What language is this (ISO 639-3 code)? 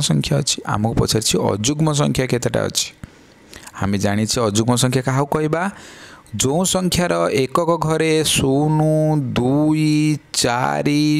ori